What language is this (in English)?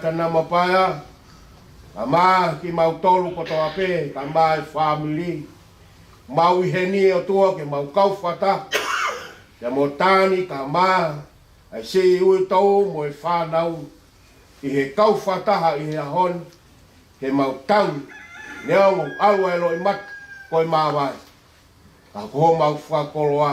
Tongan